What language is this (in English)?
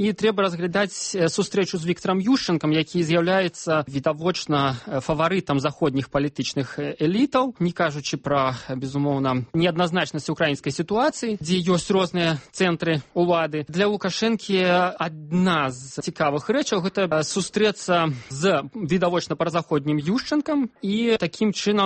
Belarusian